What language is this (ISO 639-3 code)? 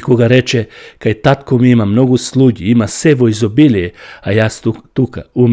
mkd